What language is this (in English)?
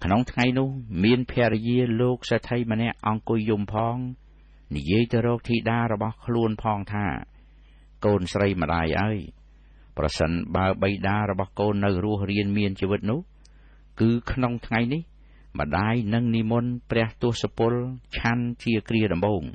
Khmer